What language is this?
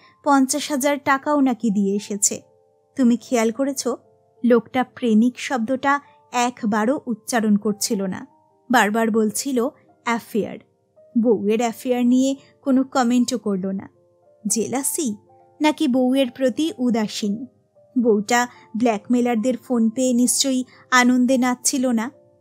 Bangla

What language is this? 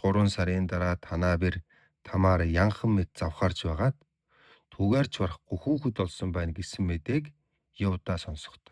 Mongolian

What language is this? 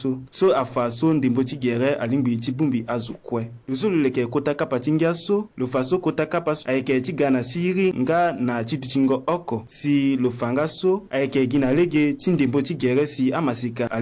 Sango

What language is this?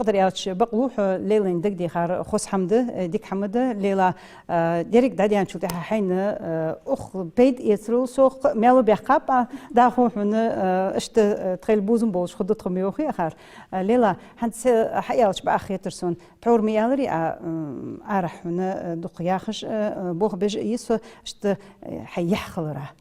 Ingush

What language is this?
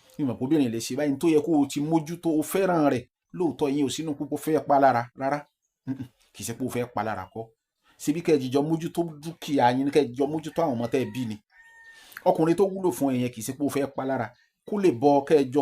Yoruba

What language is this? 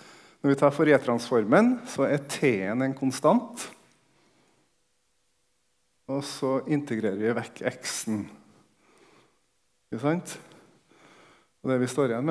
Norwegian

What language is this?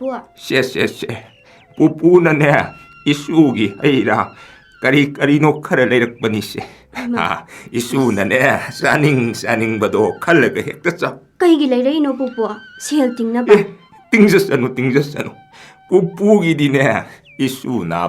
Manipuri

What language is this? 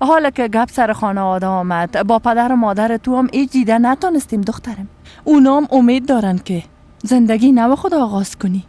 Persian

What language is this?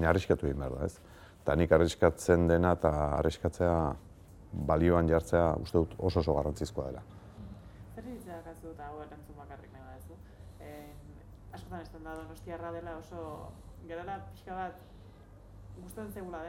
Basque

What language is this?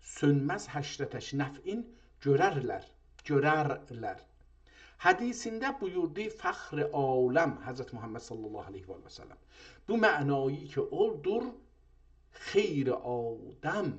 South Azerbaijani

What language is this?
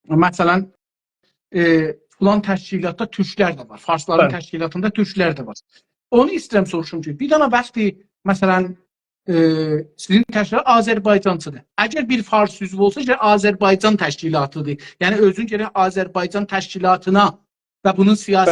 South Azerbaijani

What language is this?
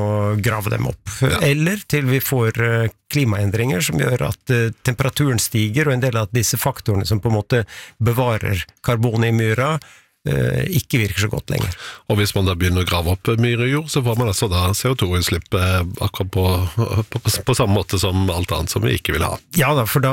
Norwegian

